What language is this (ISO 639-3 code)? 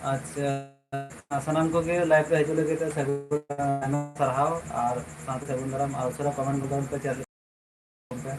sat